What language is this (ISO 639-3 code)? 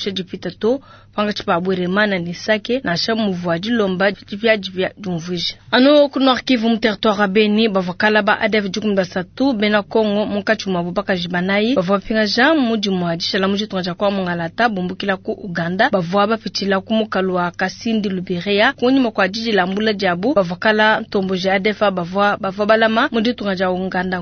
lua